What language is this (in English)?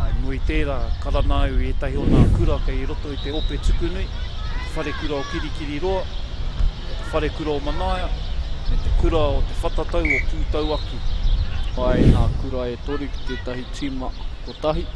Māori